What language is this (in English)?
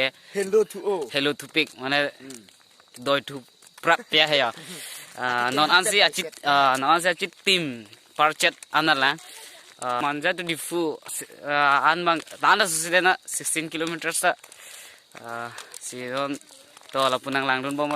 Karbi